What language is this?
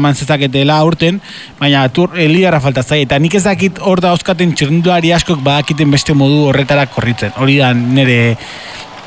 Basque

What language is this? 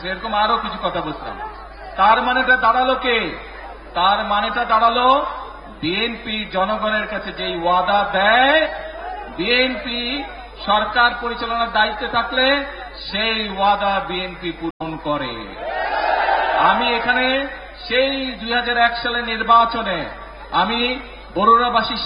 Bangla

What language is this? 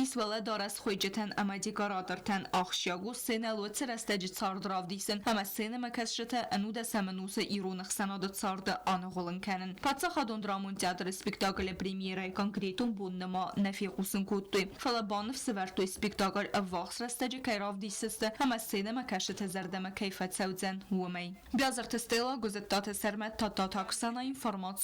Ossetic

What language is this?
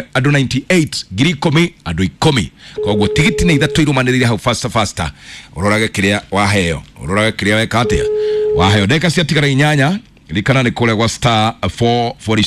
Kikuyu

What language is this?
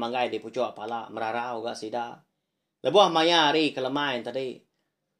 Iban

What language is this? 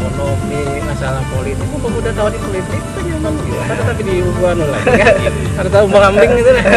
Banjar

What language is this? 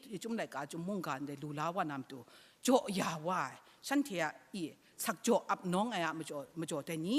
Kachin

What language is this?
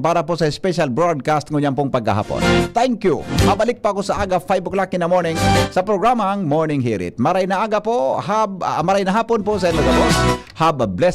Bikol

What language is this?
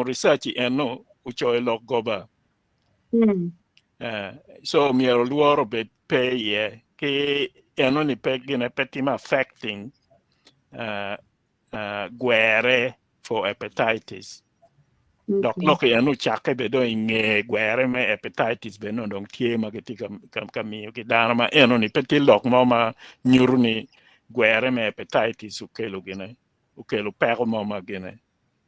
Acoli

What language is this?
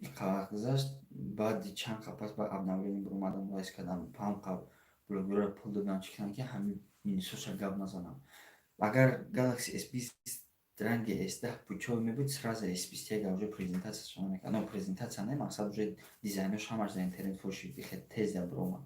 Tajik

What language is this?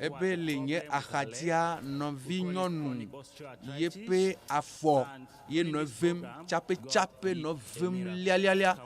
Ewe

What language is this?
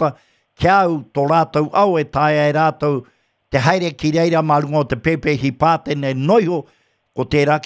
Māori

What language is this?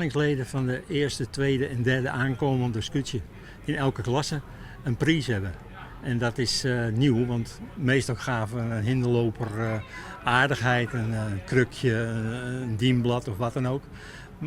Western Frisian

